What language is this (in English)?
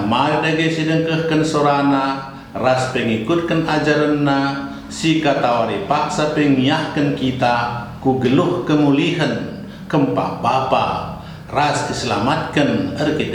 Batak Karo